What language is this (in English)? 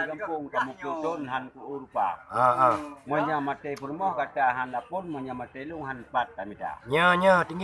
Achinese